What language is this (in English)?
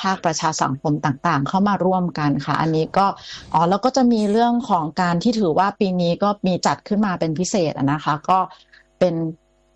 Thai